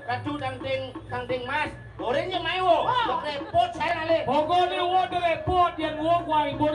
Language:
Balinese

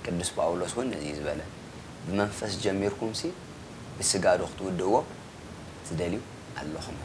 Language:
Tigrinya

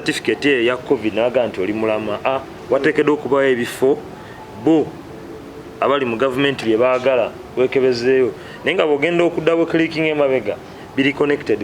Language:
Ganda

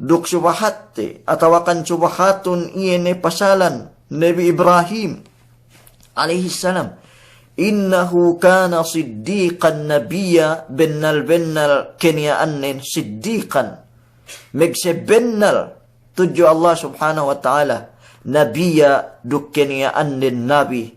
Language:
Yakan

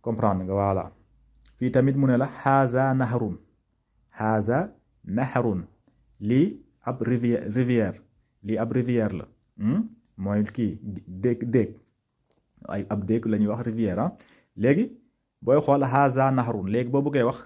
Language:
Wolof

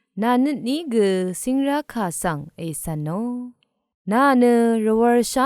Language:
Rawang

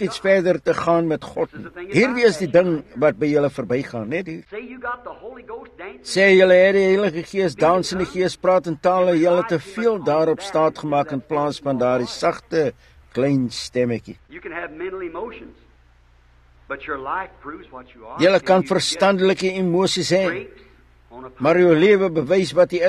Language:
Afrikaans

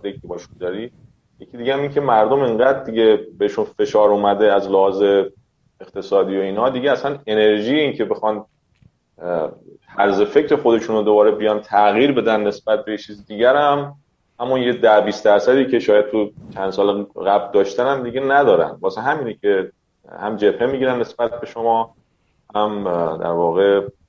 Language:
Persian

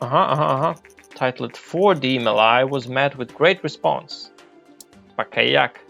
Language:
Rusyn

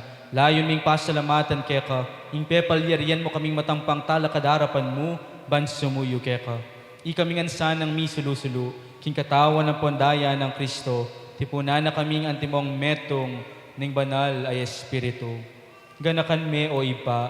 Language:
Pampanga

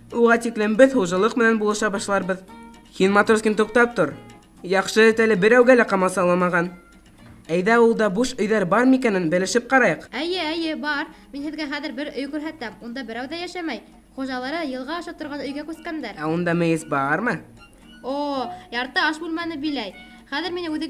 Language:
Bashkir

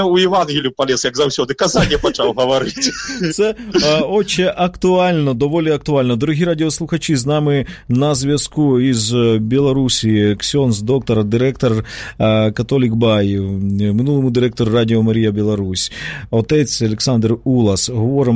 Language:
Belarusian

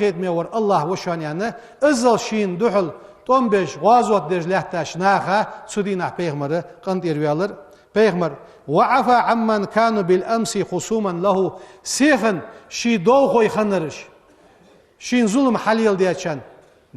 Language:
Ingush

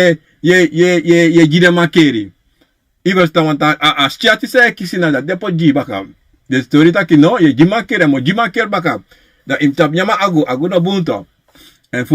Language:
Sranan Tongo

